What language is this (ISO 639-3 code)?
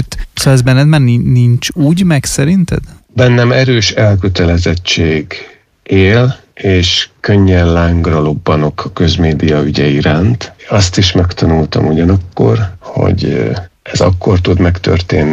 hun